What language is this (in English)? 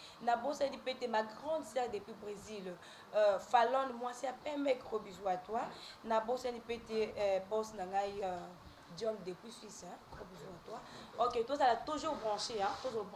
Lingala